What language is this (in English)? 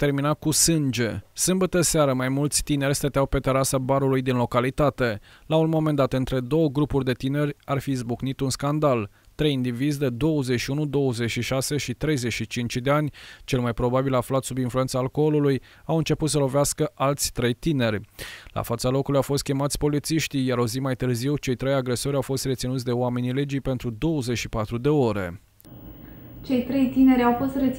Romanian